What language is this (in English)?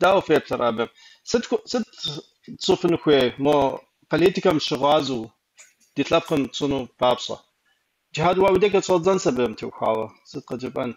Kabardian